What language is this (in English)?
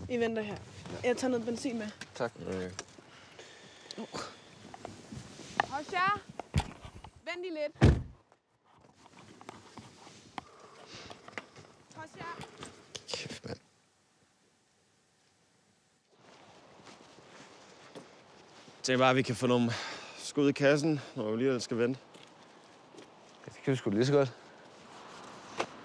Danish